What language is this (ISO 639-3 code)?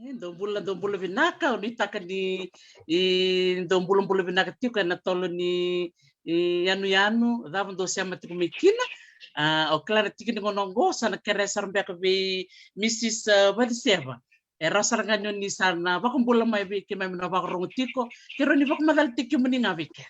fij